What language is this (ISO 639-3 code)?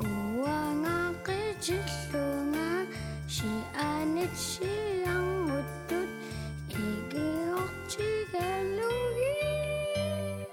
kal